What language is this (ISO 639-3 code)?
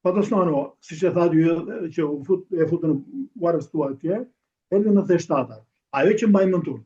sqi